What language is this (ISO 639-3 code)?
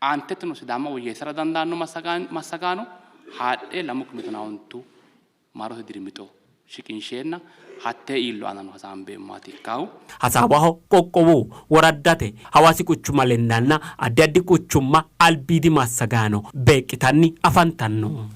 sid